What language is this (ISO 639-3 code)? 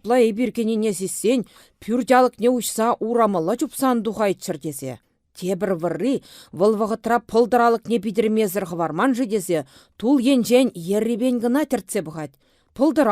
chv